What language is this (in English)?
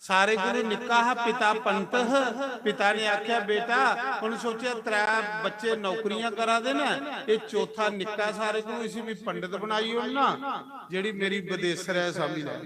Dogri